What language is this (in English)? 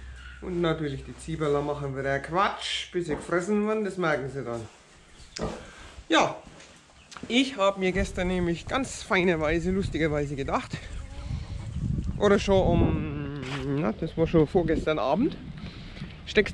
German